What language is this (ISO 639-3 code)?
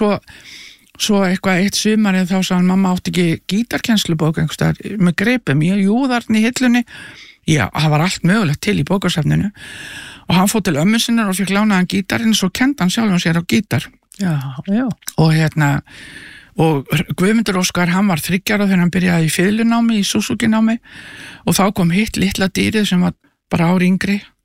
isl